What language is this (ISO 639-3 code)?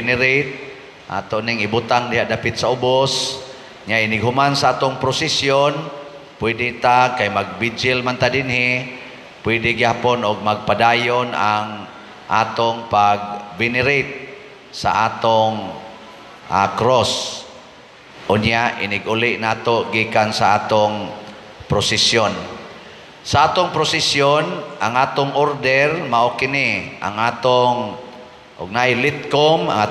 ceb